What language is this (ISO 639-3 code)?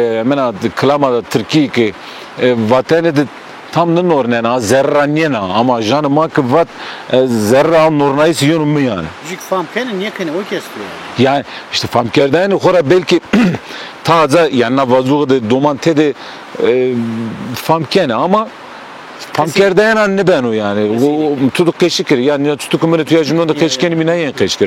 zza